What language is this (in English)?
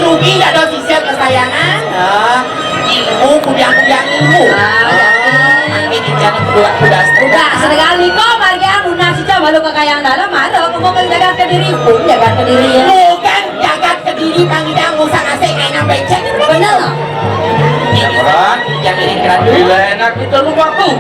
Balinese